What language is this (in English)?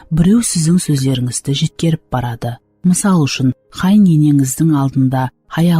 Kara-Kalpak